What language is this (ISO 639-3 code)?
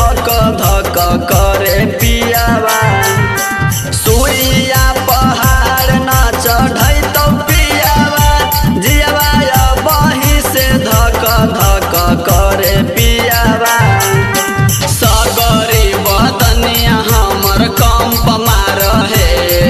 bho